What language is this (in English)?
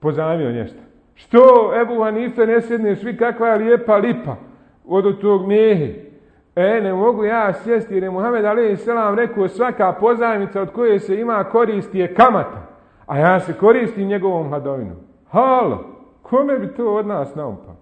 Bosnian